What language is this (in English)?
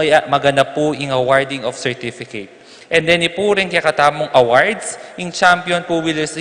Pampanga